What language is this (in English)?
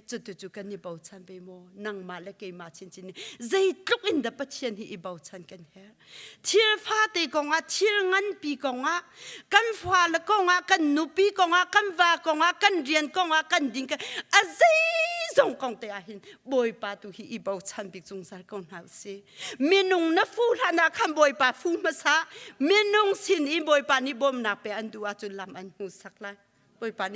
Hakha Chin